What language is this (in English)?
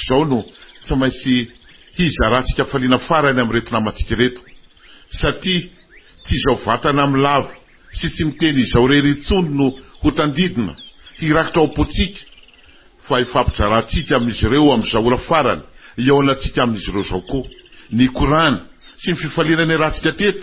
Malagasy